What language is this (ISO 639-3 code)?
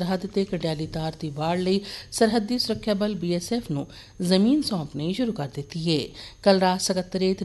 pan